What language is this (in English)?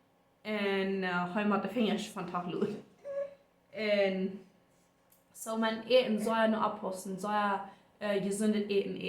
Plautdietsch